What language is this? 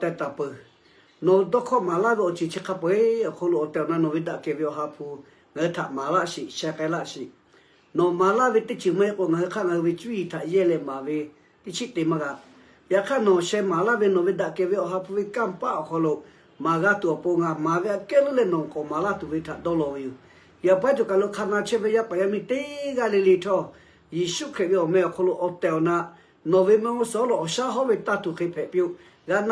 Lahu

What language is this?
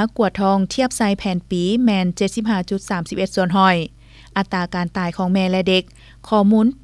Lao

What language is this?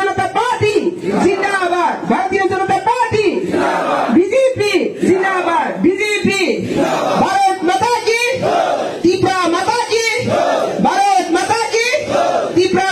Riang (India)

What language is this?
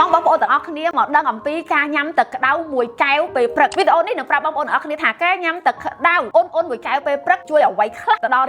Khmer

